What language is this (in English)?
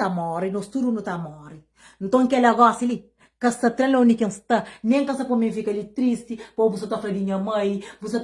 Kabuverdianu